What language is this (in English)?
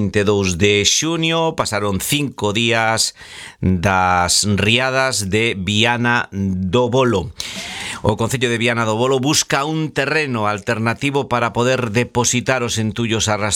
Galician